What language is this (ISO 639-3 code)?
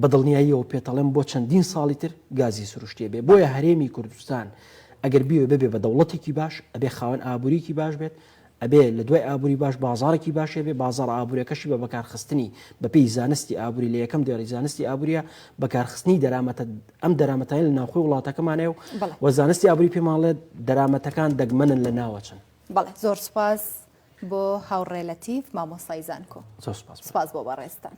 ckb